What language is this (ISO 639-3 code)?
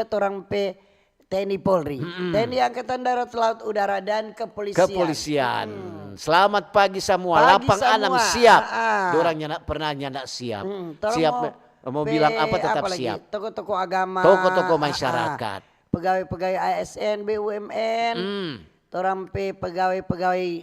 xmm